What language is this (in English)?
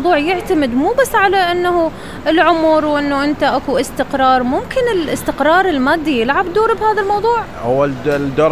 Mesopotamian Arabic